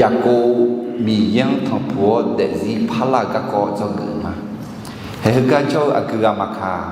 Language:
Akha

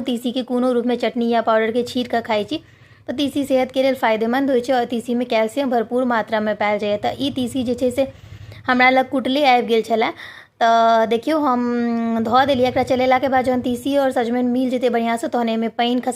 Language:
Maithili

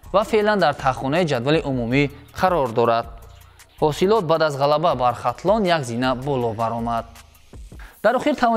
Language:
Tajik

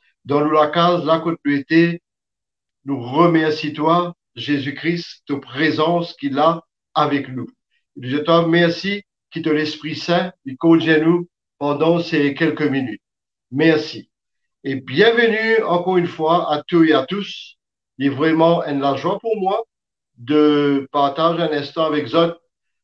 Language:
Morisyen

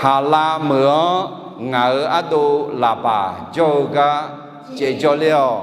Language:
Akha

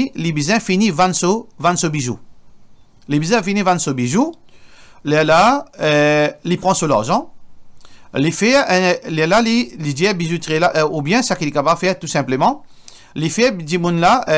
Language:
Morisyen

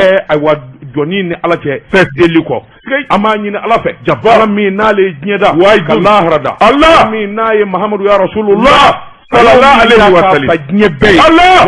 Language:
Bambara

